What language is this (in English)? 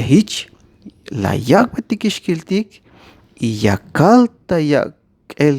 Tzeltal